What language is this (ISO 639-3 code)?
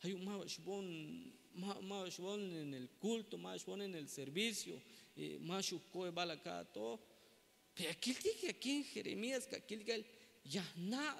tzh